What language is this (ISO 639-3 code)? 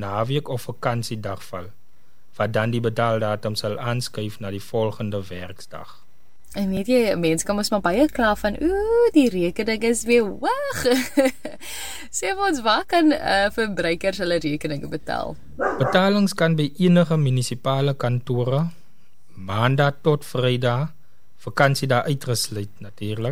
afr